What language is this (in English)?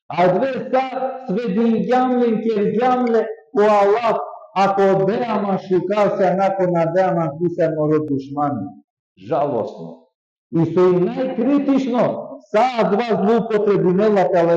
Balkan Romani